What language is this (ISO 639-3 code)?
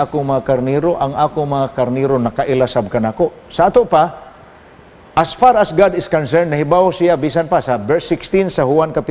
ceb